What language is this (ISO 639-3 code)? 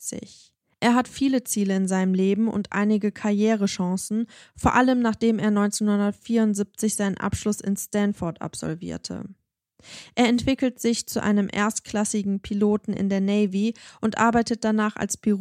deu